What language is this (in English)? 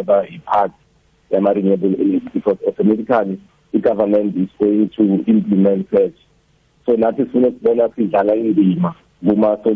South Ndebele